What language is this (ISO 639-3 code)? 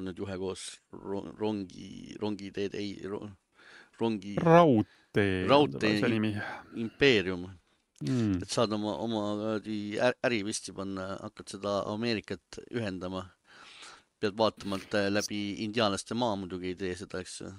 est